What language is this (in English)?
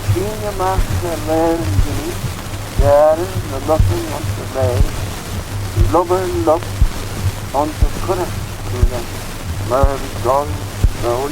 Manx